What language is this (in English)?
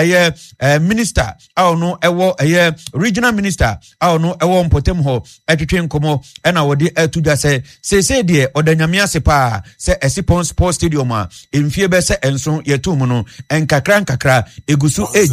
Akan